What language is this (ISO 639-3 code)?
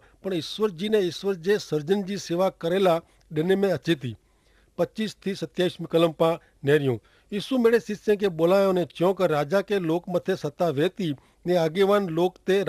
kfr